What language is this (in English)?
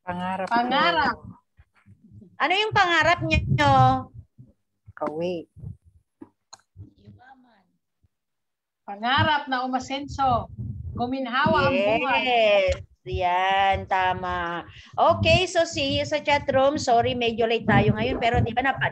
Filipino